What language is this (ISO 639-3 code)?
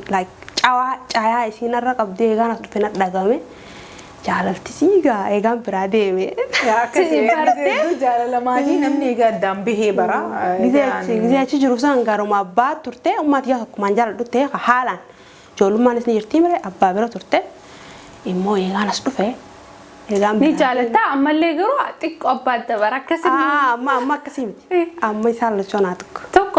orm